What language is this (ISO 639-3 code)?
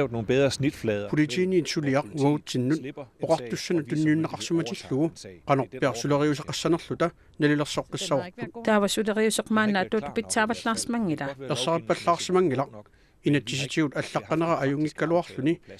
kal